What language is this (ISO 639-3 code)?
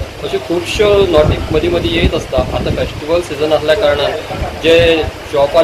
kok